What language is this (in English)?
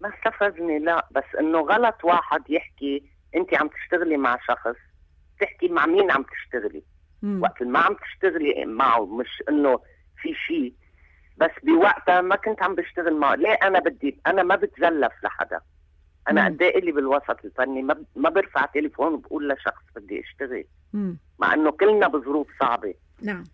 North Levantine Arabic